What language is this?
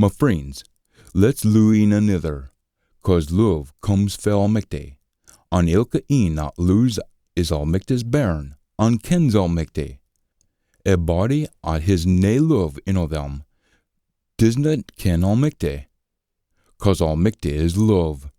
Scots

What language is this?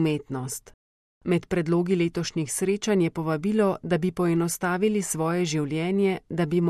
Slovenian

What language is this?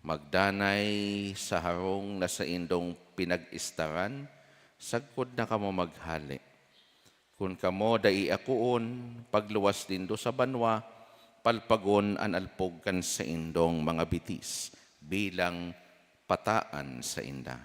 Bikol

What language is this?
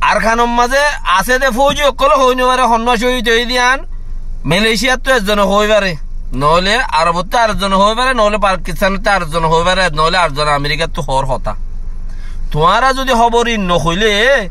Rohingya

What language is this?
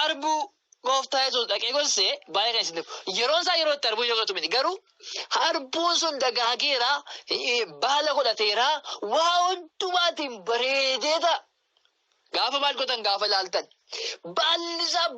Oromo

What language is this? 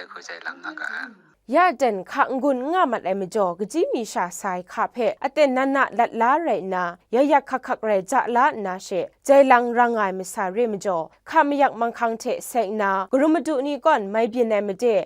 Kachin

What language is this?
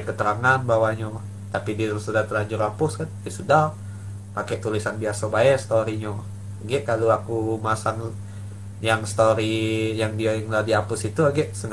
Musi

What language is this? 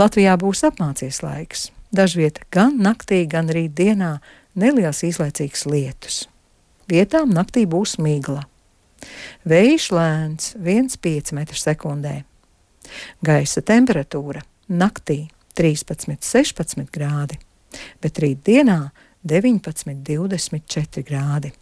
Latvian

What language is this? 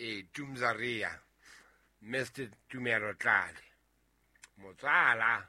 Southern Sotho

